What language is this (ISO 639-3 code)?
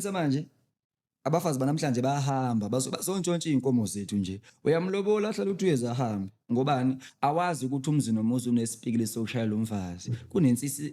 zul